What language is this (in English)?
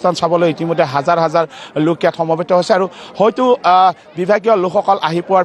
Assamese